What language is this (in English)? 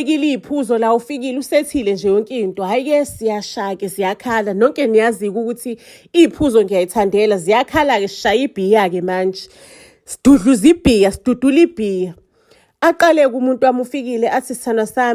Zulu